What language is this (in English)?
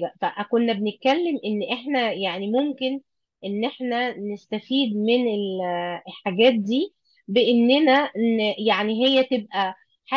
Egyptian Arabic